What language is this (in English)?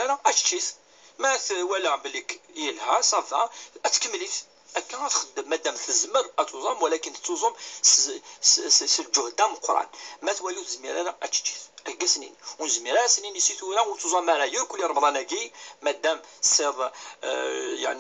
Kabyle